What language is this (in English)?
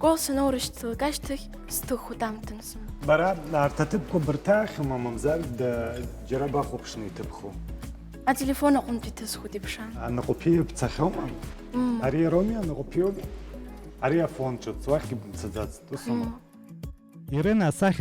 Abkhazian